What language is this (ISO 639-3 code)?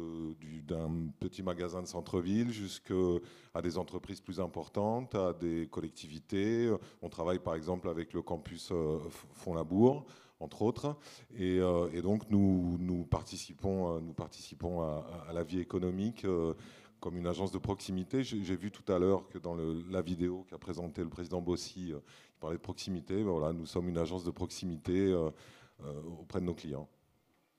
fra